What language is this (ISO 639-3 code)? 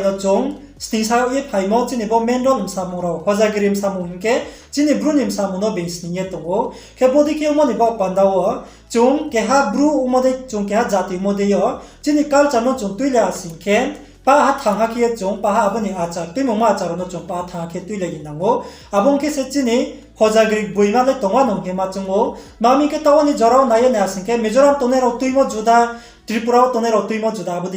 ria